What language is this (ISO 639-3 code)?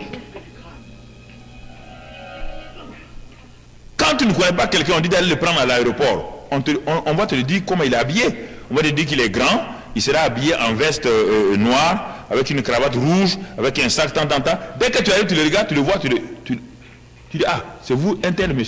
fra